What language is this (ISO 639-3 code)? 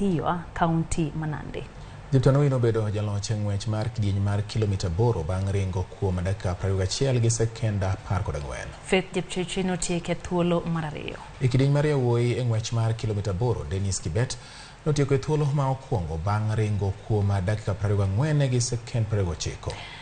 luo